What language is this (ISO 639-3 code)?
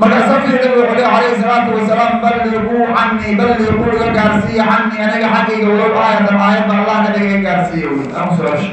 som